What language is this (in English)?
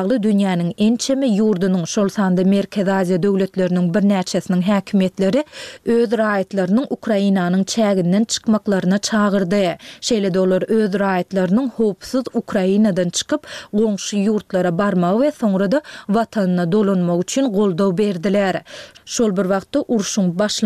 Turkmen